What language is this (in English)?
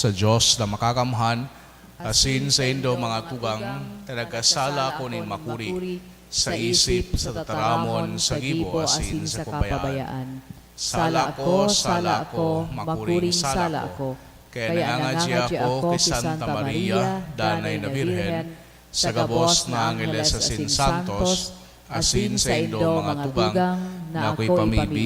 Bikol